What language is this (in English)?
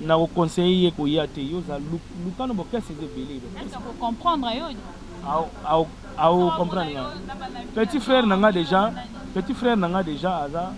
Lingala